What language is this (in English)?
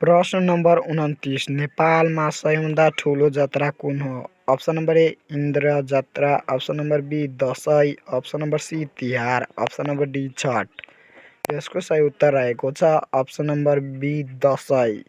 Nepali